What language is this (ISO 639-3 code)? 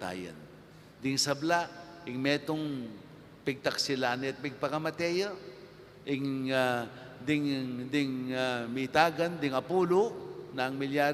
pam